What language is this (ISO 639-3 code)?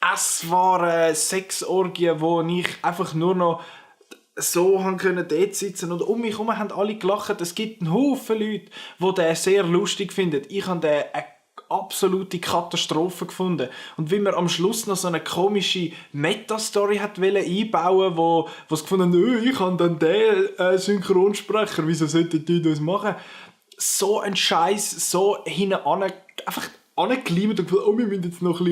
gsw